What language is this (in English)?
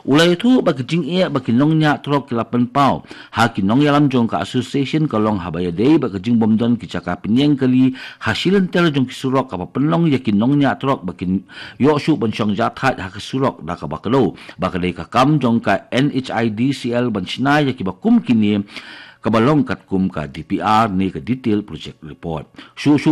Khasi